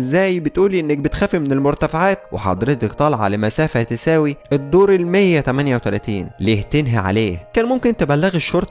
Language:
Egyptian Arabic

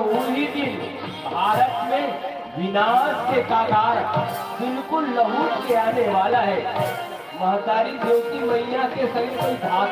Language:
Chhattisgarhi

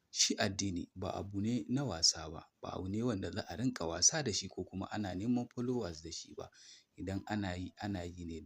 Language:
Hausa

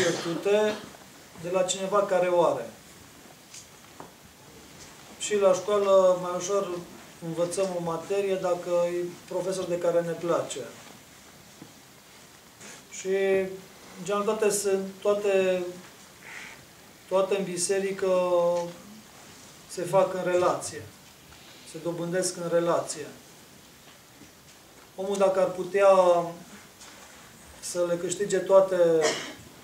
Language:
Romanian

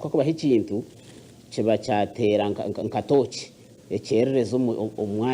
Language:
Nyankole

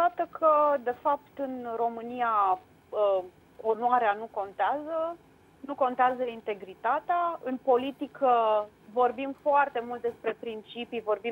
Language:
Romanian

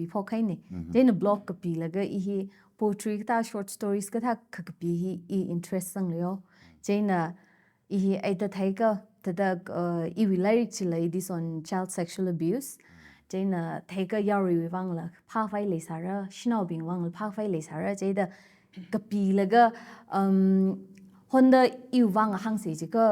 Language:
Tangkhul Naga (India)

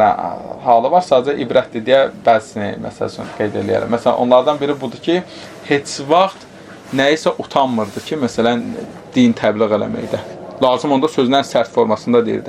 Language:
Azerbaijani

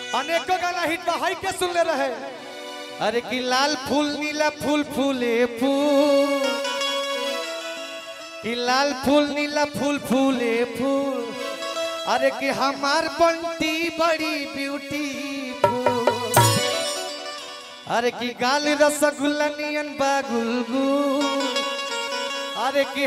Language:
Bhojpuri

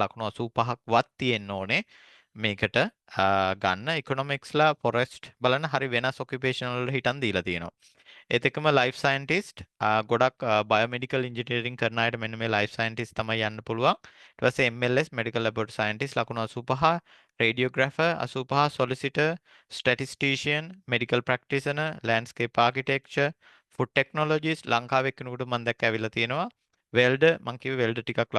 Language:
Sinhala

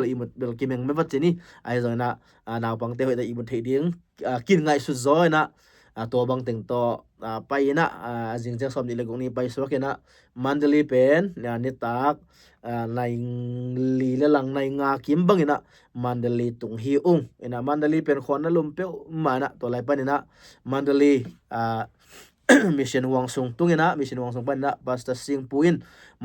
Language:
Tedim Chin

